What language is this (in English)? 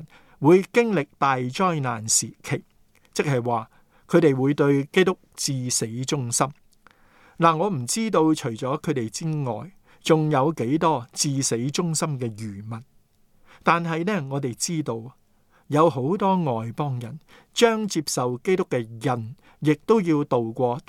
Cantonese